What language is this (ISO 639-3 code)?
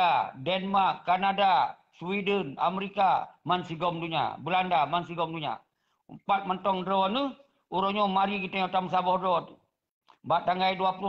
ace